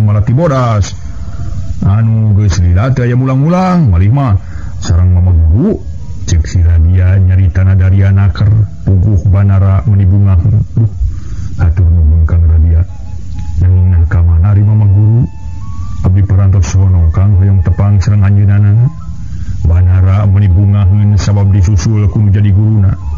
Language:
Sundanese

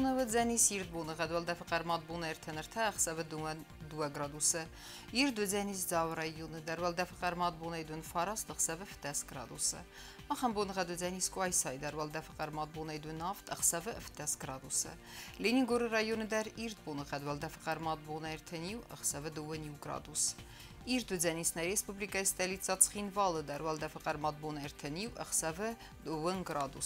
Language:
Ossetic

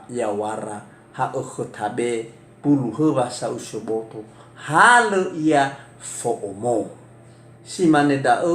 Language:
Nias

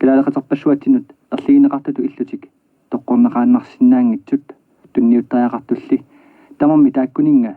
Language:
Kalaallisut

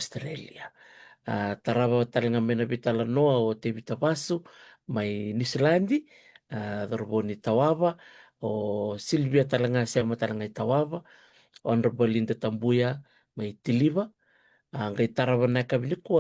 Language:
Fijian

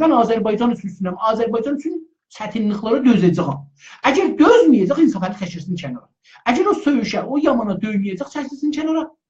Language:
South Azerbaijani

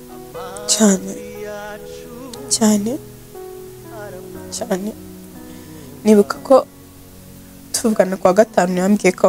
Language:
Kinyarwanda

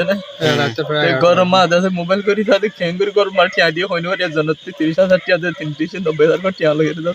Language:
Rohingya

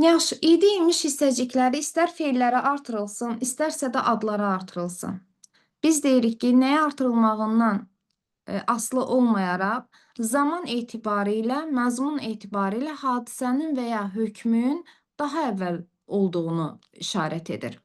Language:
Azerbaijani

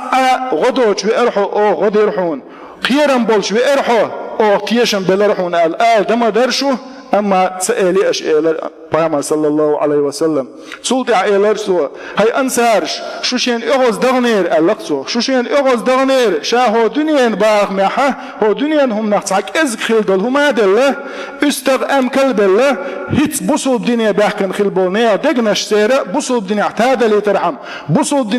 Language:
Chechen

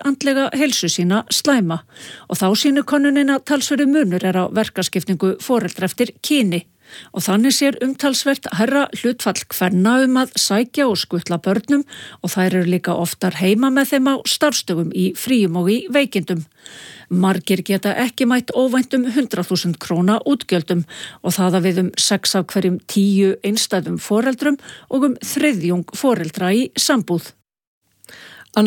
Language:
Icelandic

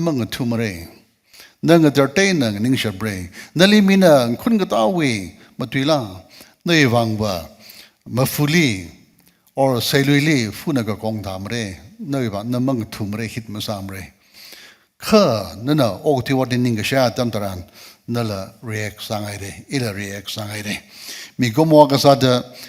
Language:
Tangkhul Naga (India)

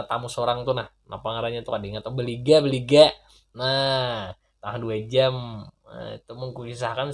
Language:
Banjar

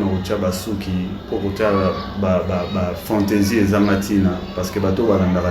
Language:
Lingala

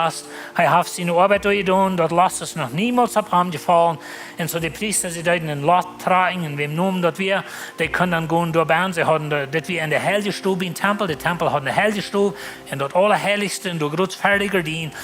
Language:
Plautdietsch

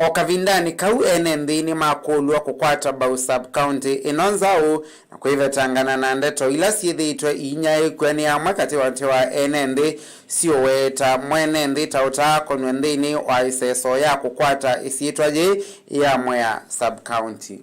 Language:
Kamba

